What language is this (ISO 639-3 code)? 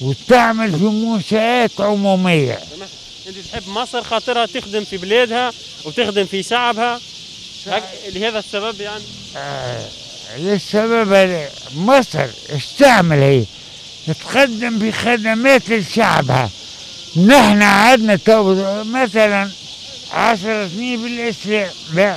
aeb